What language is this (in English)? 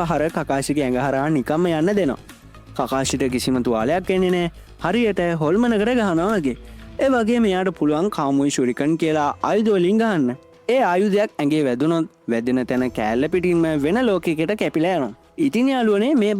Sinhala